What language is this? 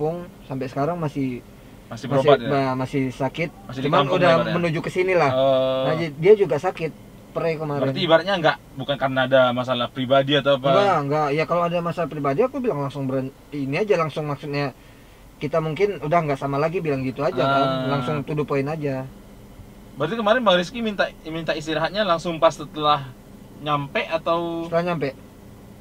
Indonesian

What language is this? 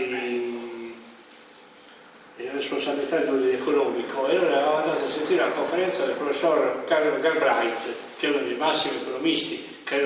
Italian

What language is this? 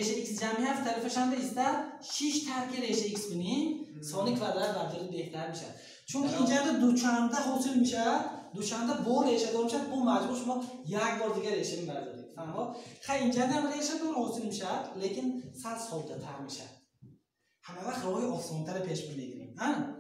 Tajik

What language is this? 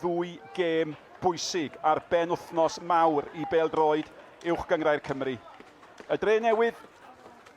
Welsh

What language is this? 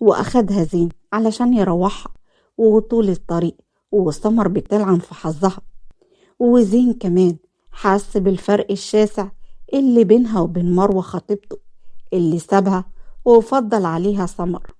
Egyptian Arabic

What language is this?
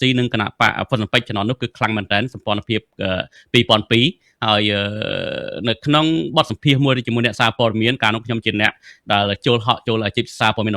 Khmer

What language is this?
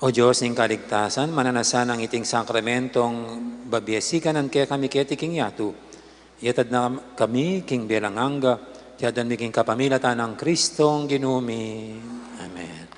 Pampanga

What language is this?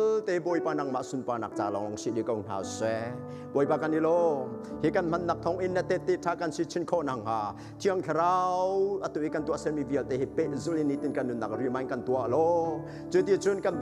Hakha Chin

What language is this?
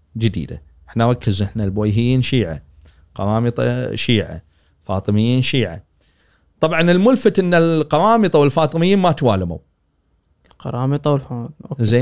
Gulf Arabic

